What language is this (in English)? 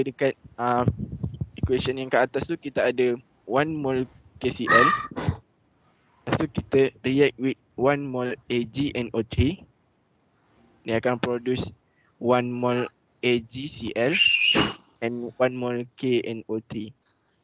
Malay